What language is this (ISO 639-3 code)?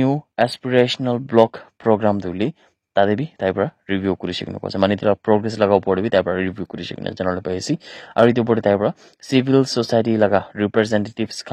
nag